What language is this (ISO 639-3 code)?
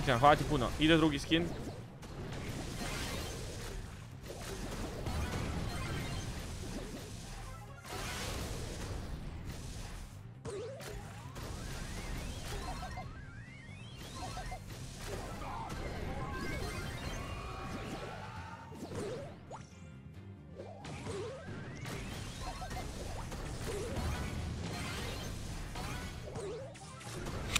hrv